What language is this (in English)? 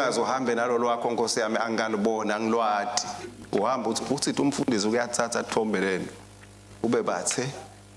Swati